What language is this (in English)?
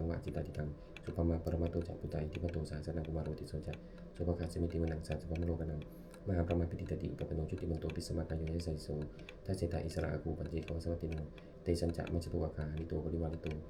Pali